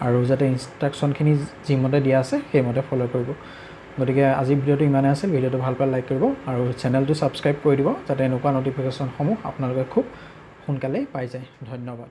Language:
Assamese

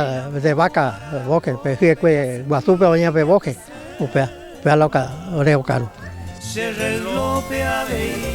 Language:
Guarani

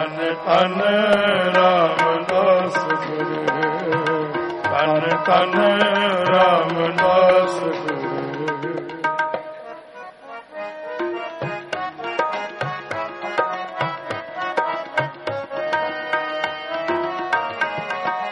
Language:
Punjabi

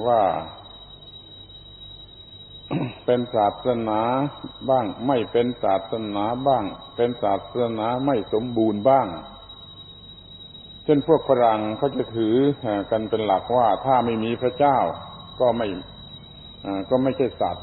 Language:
Thai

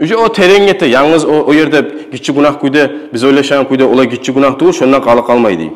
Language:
Kumyk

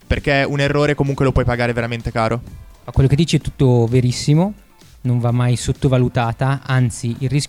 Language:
Italian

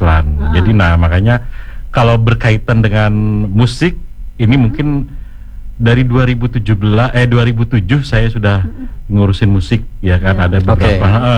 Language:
Indonesian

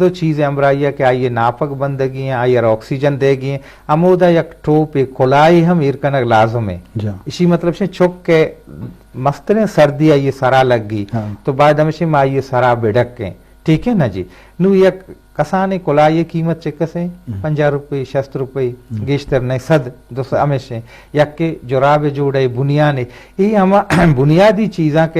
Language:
Eastern Balochi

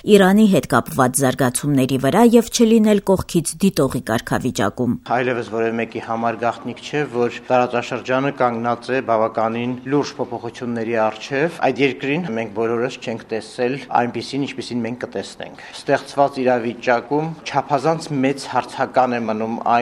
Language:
Armenian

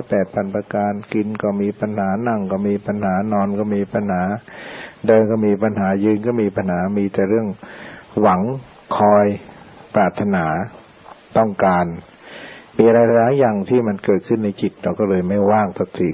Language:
Thai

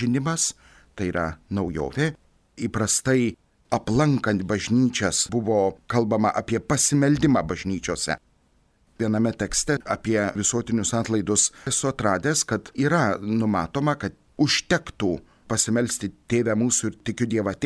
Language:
Lithuanian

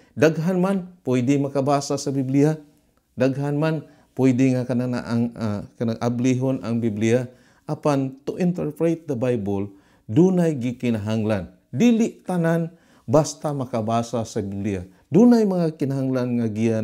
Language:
Cebuano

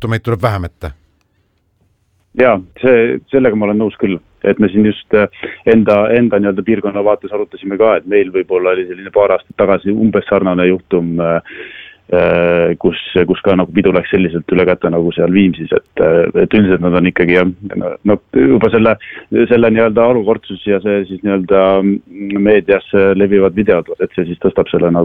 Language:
Estonian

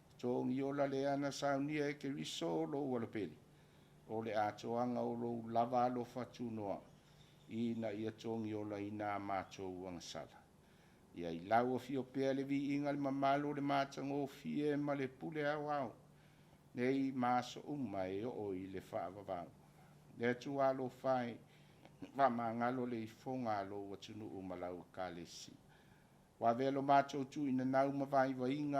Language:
Samoan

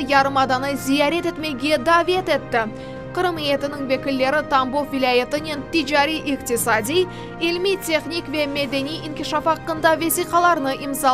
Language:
Crimean Tatar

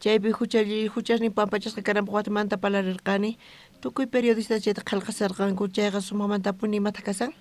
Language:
South Bolivian Quechua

